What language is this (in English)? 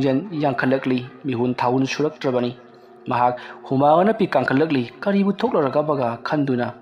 Manipuri